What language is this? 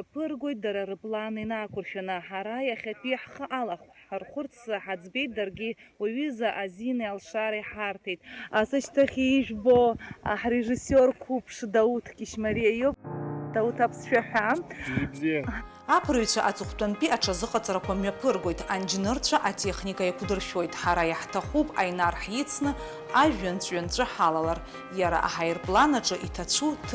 Abkhazian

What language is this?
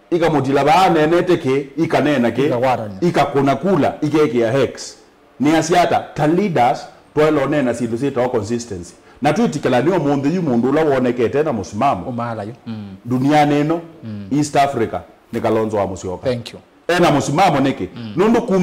Kamba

